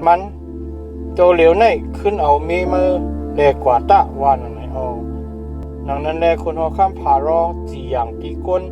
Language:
Shan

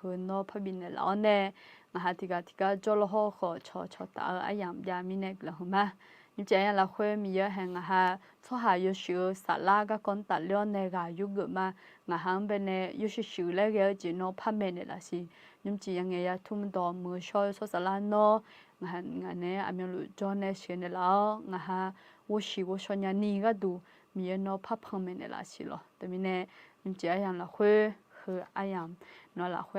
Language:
Akha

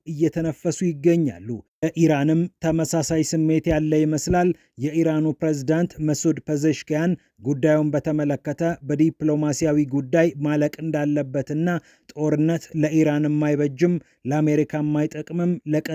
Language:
Amharic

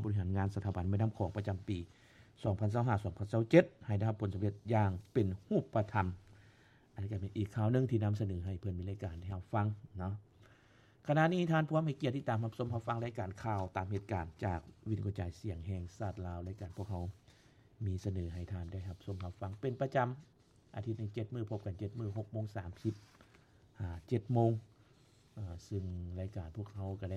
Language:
Lao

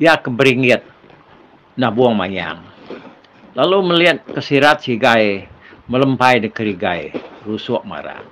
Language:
Iban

